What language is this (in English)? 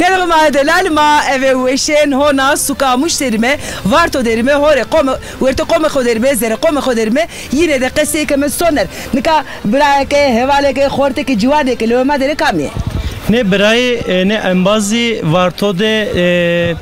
Zaza